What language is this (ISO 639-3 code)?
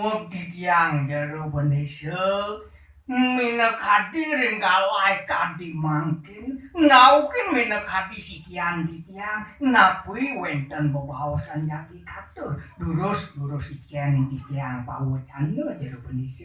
ban